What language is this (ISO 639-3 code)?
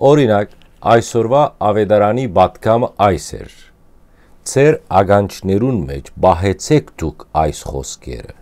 hyw